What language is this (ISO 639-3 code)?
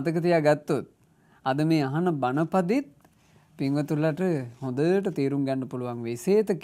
sin